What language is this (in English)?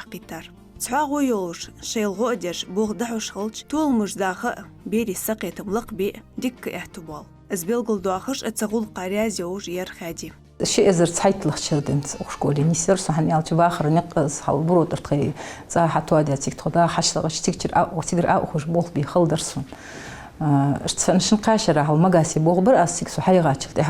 Ingush